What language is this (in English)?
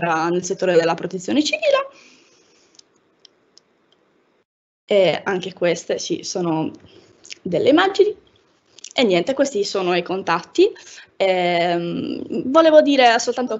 Italian